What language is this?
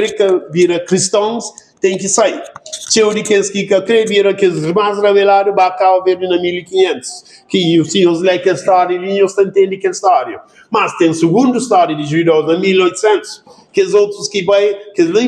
Kabuverdianu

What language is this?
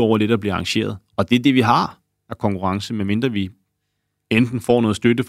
Danish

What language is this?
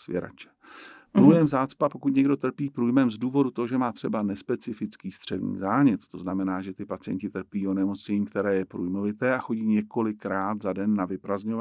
Czech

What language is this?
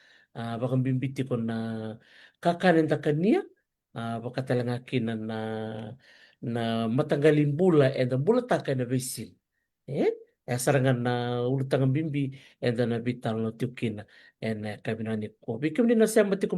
Fijian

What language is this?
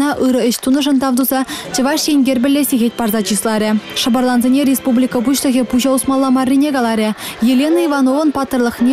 Chuvash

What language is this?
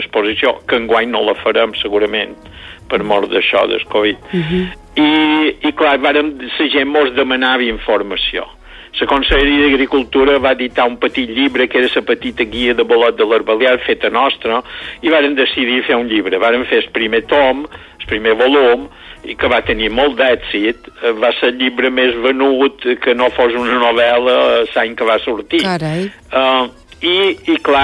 Catalan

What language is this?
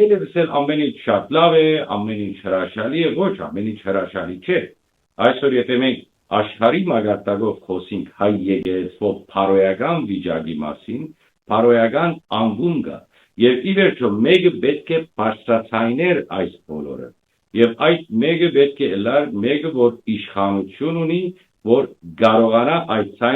Western Armenian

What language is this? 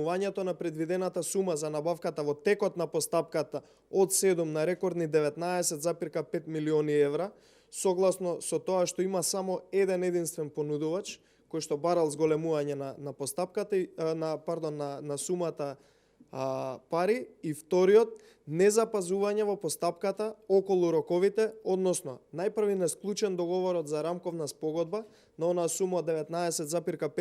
Macedonian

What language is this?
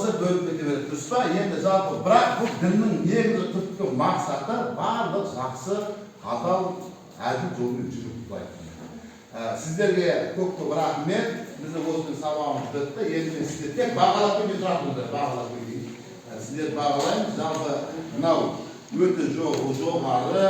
Kazakh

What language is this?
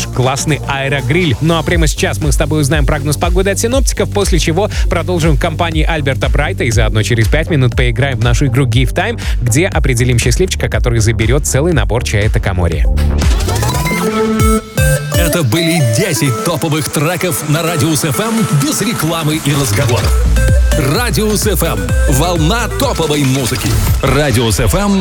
Russian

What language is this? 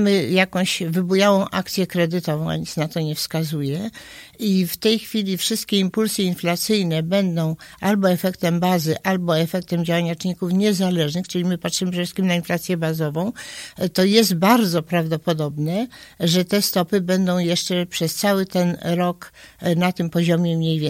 Polish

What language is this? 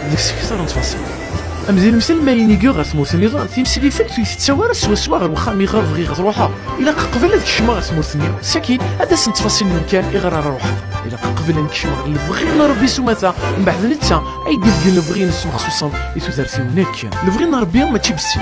Kabyle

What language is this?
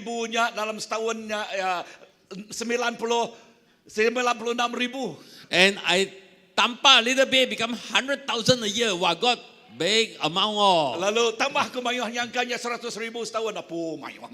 Iban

